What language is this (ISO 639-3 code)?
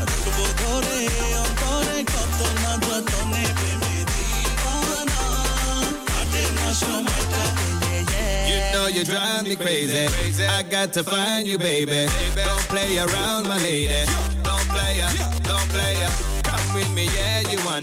ben